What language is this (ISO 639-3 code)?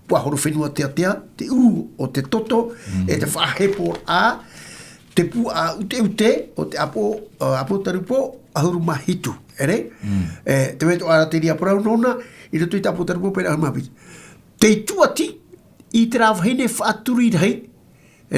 tah